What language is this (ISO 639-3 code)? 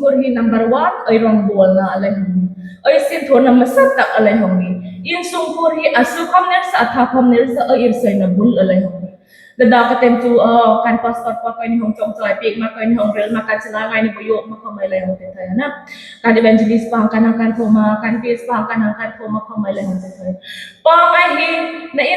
hmr